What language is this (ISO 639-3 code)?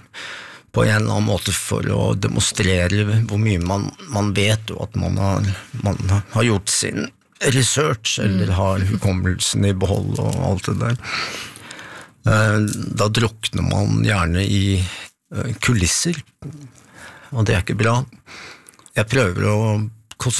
nor